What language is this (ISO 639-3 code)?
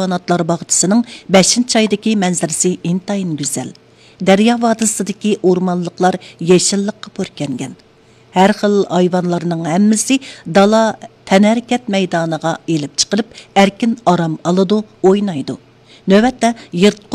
uig